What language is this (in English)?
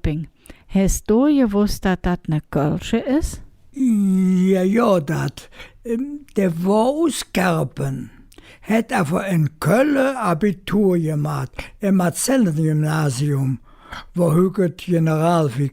Colognian